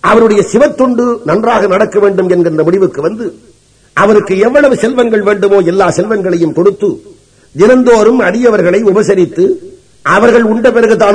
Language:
Tamil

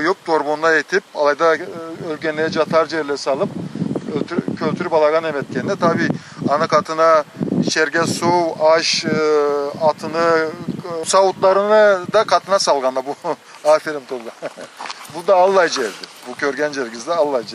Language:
Karachay-Balkar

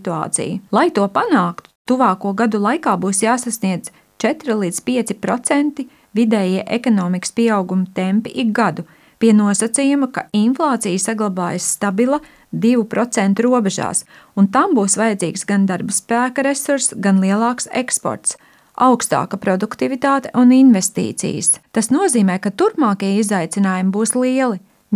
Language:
Latvian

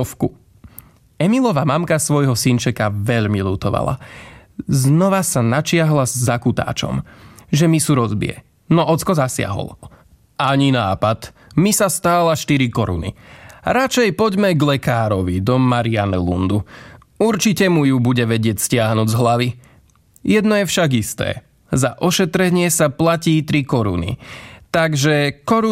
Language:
Slovak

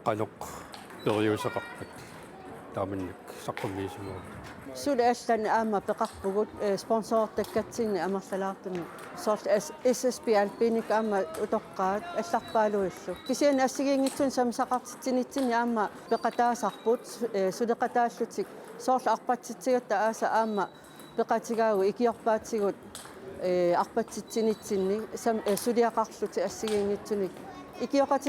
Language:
Kalaallisut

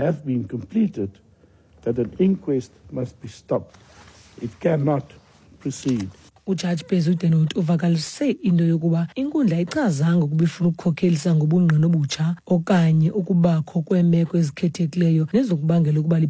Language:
Xhosa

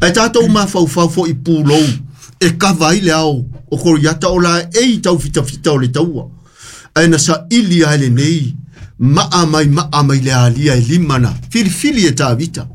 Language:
Samoan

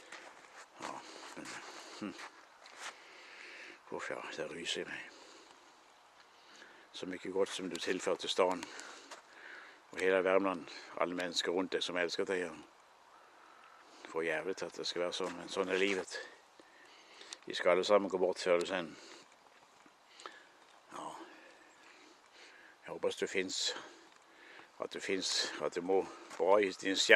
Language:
Norwegian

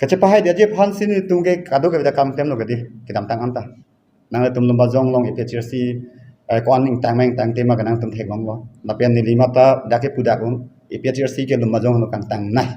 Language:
Karbi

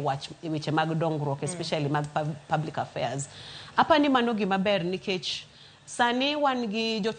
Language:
Luo (Kenya and Tanzania)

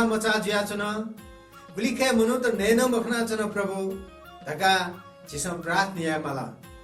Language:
Newari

